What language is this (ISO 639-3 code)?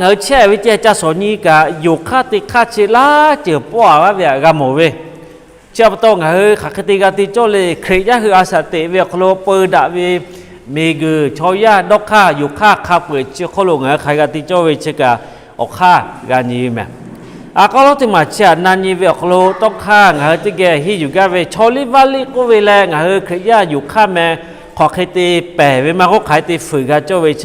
lhu